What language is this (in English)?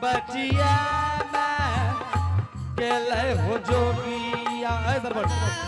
Angika